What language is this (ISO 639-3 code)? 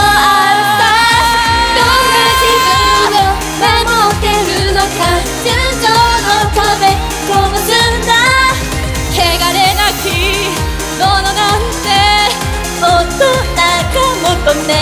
jpn